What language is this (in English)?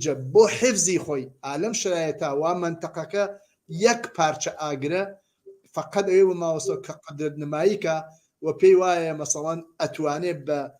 Central Kurdish